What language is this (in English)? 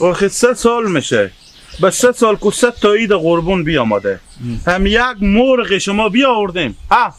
Hazaragi